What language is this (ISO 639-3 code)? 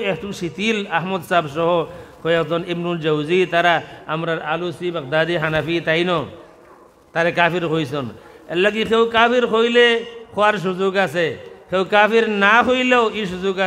syl